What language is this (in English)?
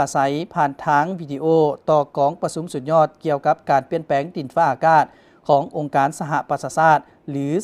Lao